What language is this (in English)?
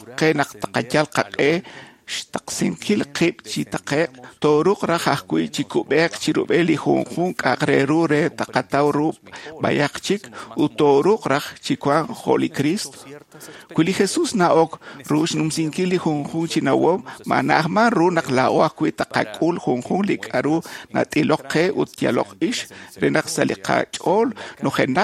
Kekchí